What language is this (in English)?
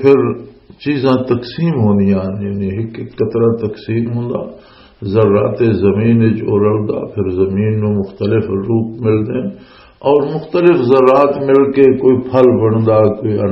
Western Panjabi